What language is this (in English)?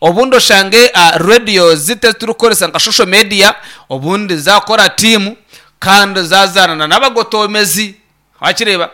Nyankole